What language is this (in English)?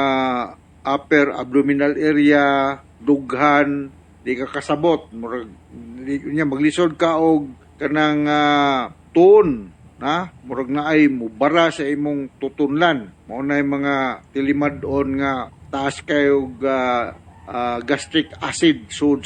Cebuano